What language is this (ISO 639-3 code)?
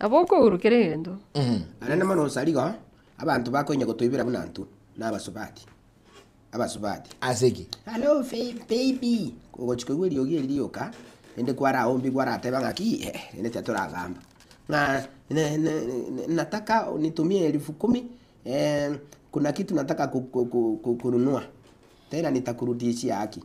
guz